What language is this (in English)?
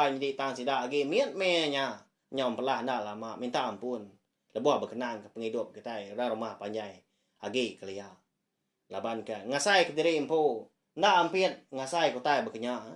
Iban